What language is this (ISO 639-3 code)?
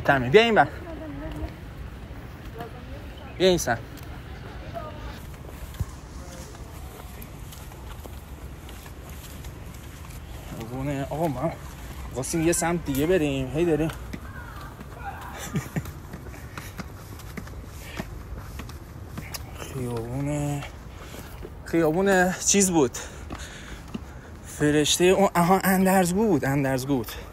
fas